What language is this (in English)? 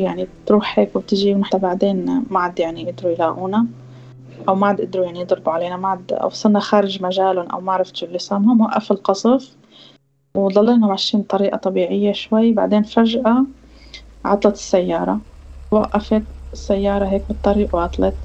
North Levantine Arabic